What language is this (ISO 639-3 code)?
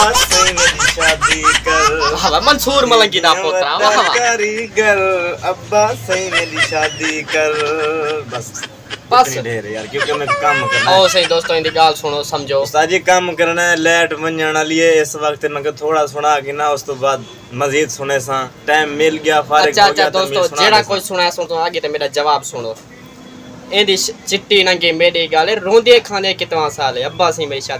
skr